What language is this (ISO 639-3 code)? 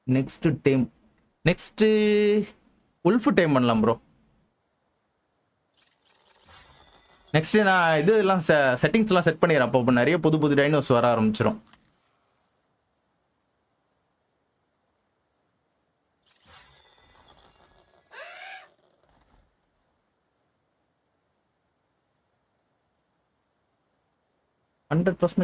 tam